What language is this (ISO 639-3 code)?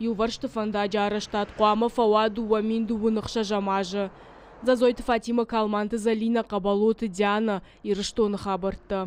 oss